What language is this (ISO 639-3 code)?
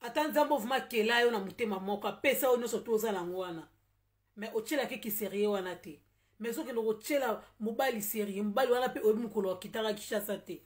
lin